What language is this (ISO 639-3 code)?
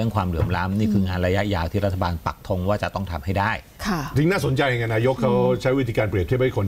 tha